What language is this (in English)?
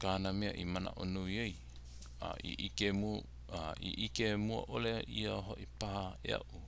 Hawaiian